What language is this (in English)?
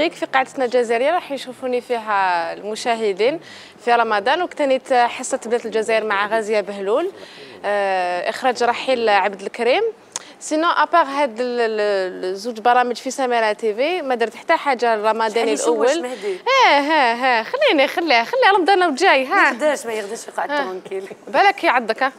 Algerian Arabic